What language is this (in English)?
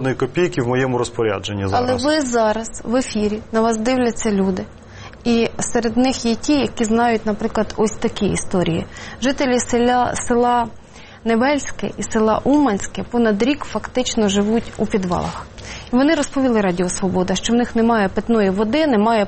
Ukrainian